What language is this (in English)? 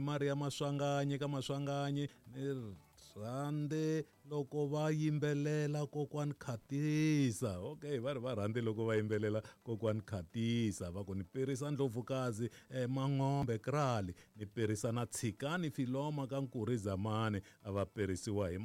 Tsonga